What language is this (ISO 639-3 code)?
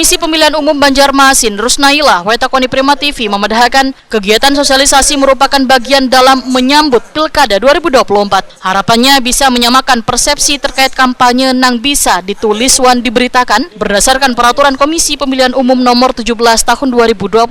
bjn